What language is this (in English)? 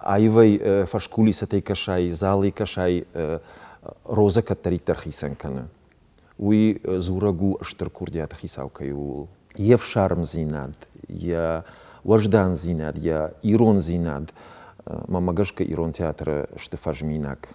Ossetic